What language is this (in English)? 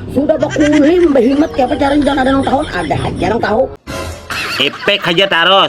Banjar